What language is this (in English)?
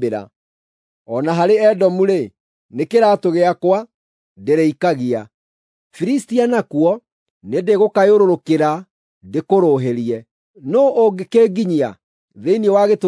Kikuyu